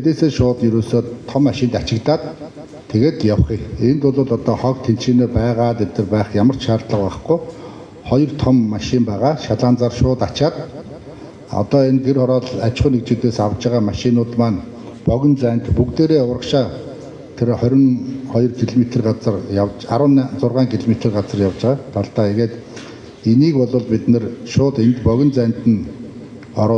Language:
Mongolian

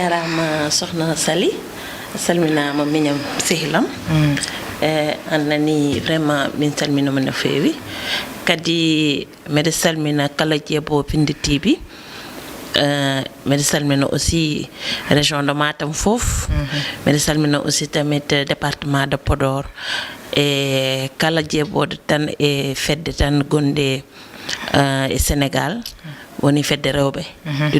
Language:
Fula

